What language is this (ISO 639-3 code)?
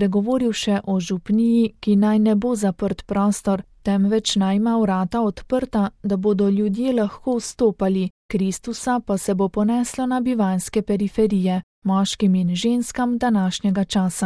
slv